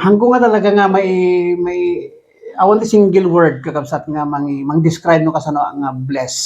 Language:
Iloko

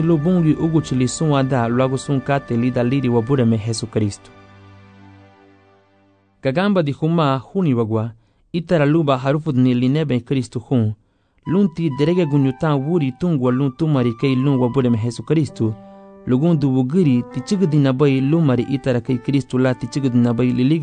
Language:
Garifuna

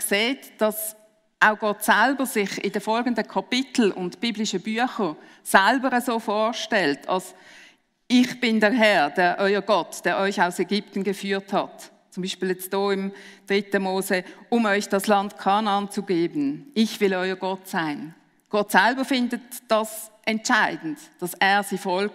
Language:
Swiss German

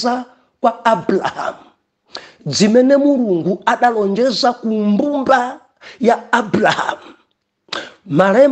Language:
Nyanja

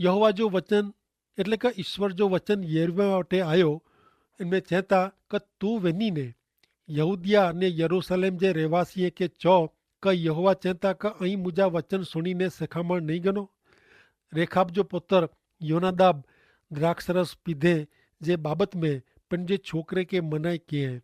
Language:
Kachhi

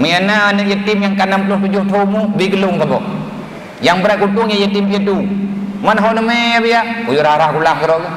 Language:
Achinese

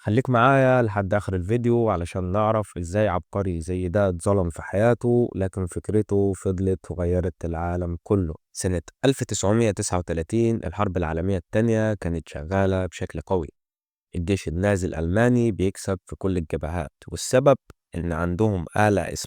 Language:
Egyptian Arabic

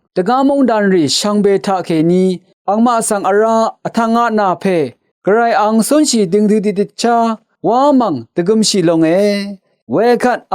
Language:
Rawang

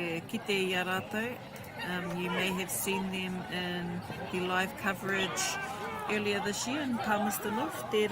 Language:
Māori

